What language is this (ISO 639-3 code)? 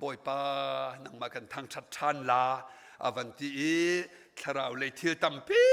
cnh